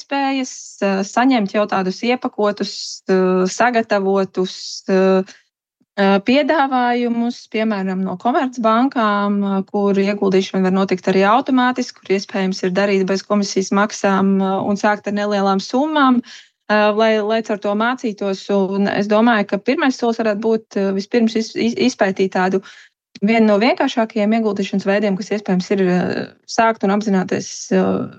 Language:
Latvian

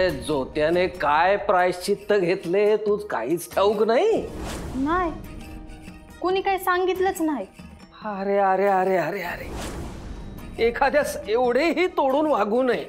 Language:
Marathi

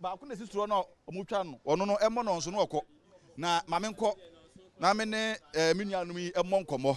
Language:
Akan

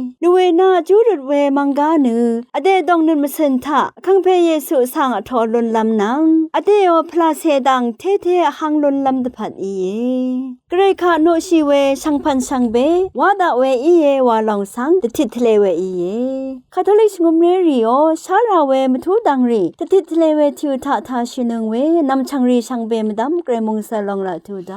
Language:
Rawang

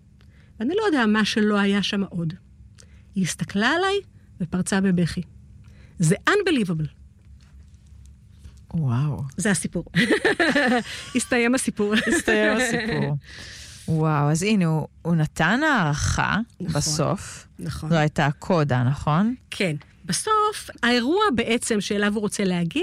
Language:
Hebrew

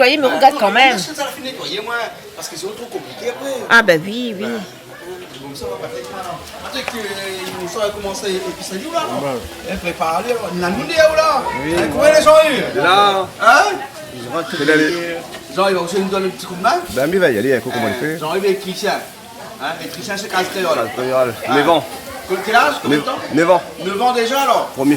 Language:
Réunion Creole French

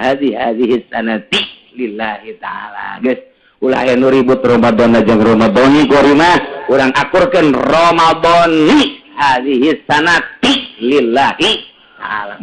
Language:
Sundanese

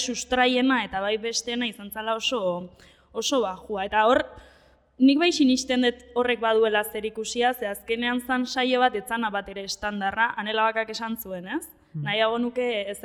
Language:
Basque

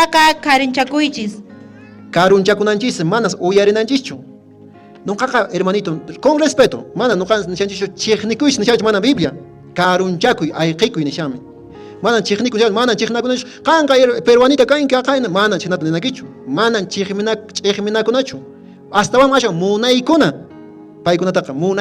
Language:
Quechua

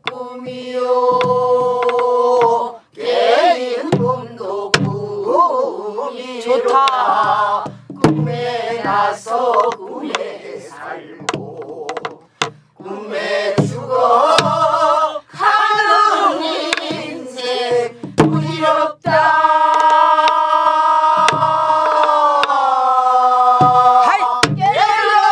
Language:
Korean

